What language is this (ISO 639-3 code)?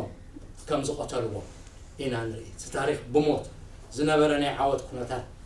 tir